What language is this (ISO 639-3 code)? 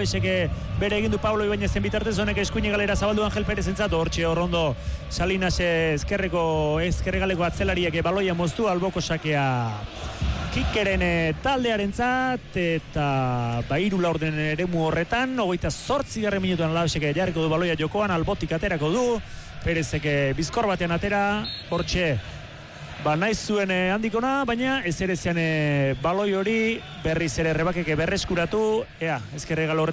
eus